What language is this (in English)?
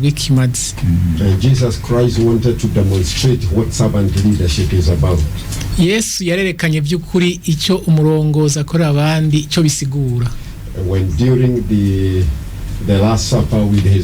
Rundi